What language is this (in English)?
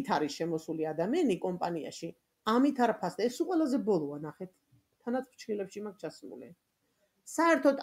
Georgian